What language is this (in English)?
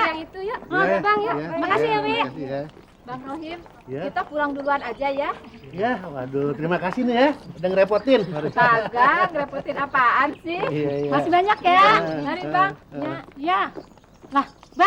Betawi